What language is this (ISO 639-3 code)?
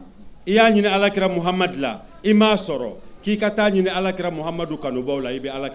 bam